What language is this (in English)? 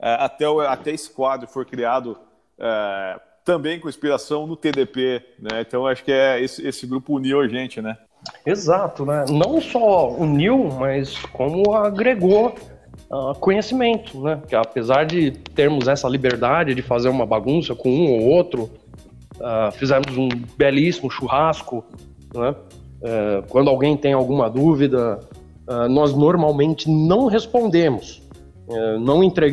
Portuguese